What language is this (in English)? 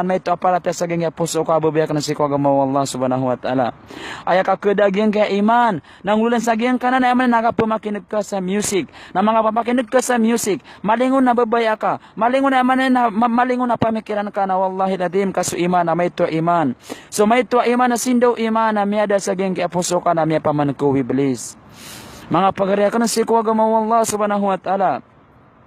Maranao